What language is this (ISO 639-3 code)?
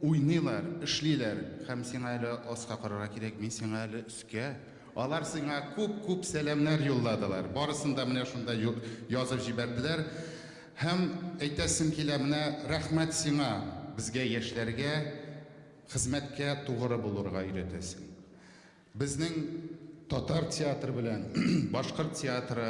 bak